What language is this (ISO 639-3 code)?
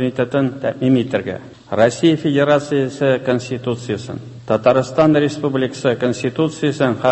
tat